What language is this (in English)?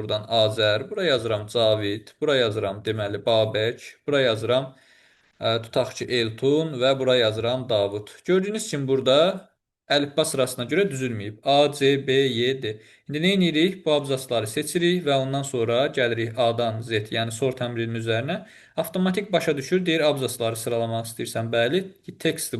Azerbaijani